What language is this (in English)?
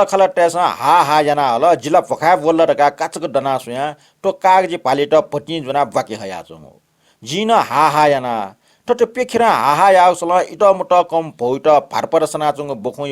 Newari